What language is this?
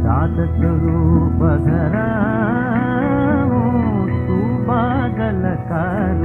Hindi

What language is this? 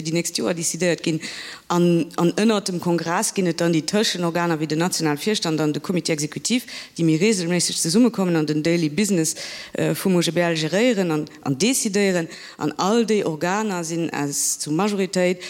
Luxembourgish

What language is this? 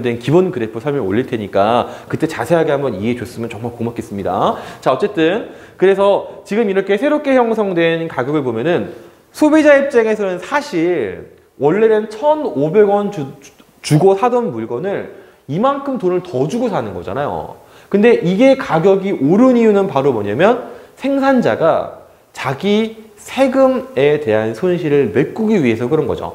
Korean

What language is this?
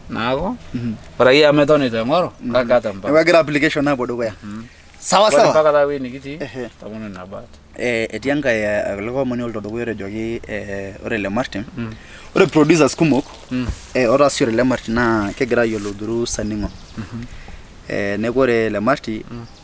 Masai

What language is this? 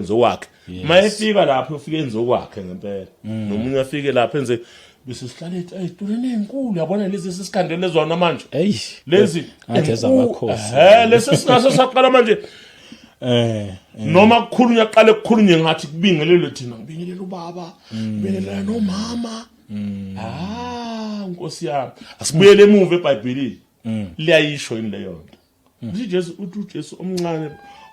Zulu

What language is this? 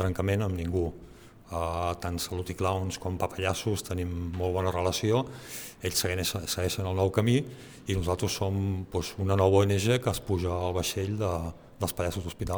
Catalan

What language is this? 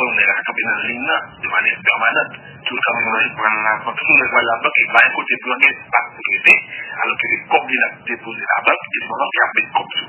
Haitian Creole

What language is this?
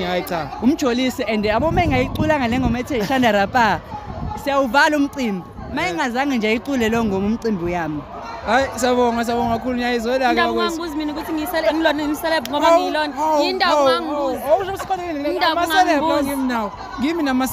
Zulu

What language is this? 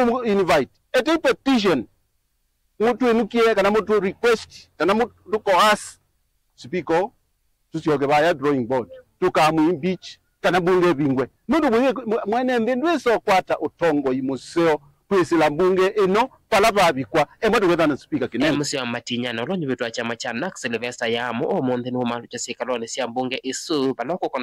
Kamba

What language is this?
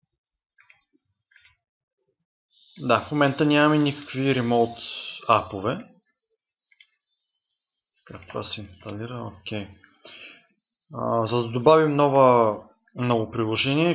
Bulgarian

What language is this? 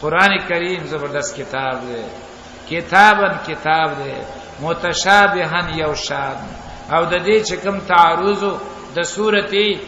Pashto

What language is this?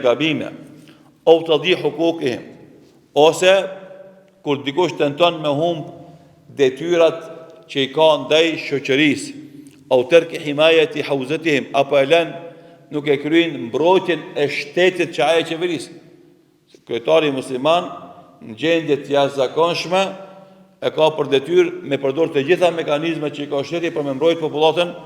Albanian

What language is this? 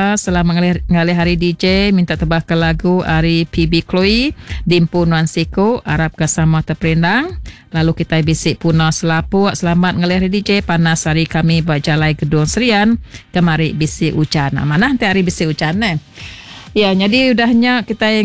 Iban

